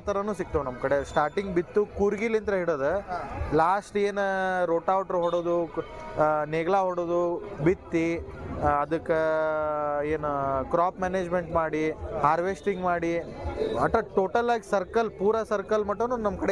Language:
Kannada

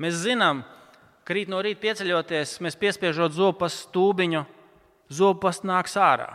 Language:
Latvian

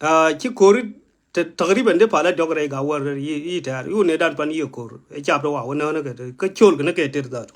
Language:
Nuer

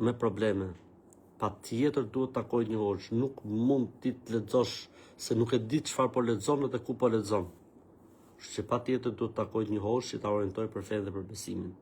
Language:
Albanian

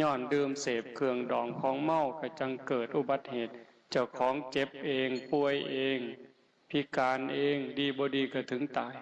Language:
Northeastern Thai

